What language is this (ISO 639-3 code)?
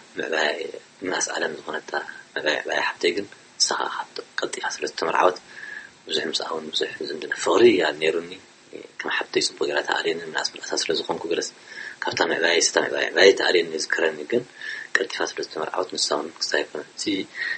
tir